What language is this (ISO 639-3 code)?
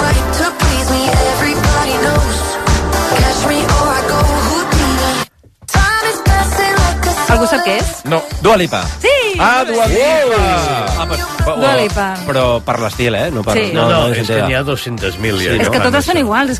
cat